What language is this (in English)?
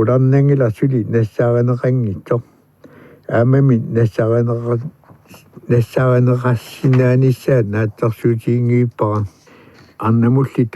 Kalaallisut